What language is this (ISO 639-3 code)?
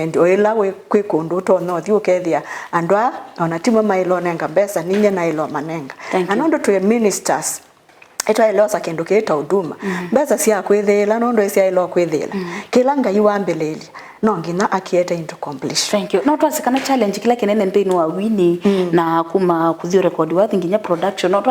kam